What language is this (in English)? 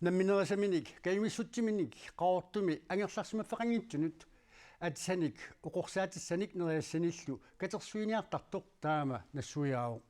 Kalaallisut